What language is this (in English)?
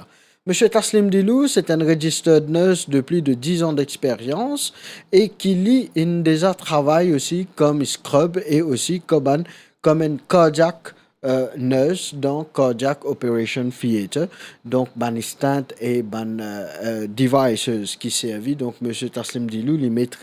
Morisyen